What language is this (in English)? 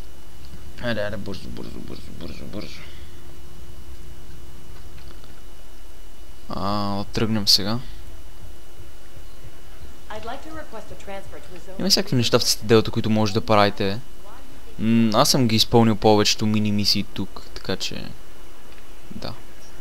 Bulgarian